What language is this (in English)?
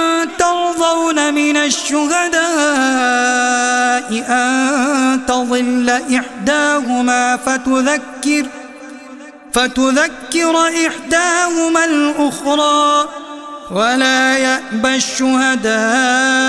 Arabic